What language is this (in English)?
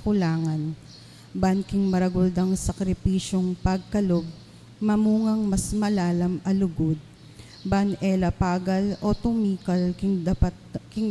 Pampanga